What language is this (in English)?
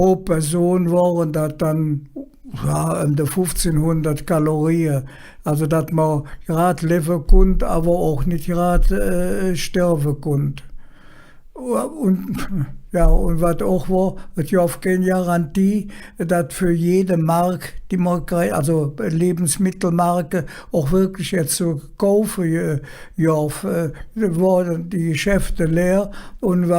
Colognian